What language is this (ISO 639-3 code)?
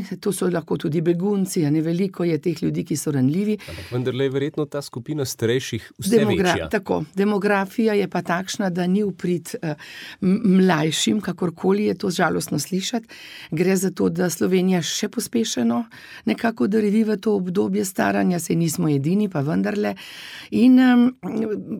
slv